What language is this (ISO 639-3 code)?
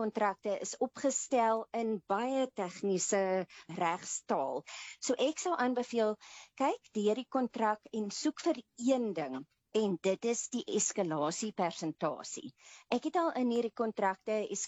afr